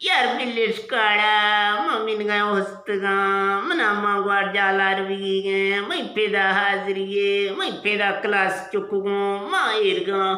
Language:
Eastern Balochi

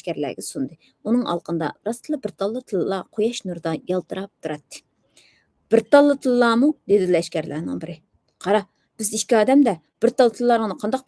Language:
Uyghur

